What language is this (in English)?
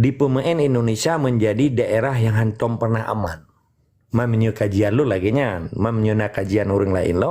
Achinese